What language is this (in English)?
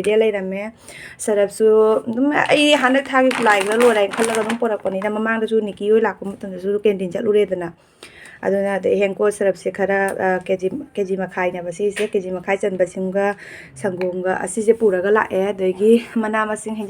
Manipuri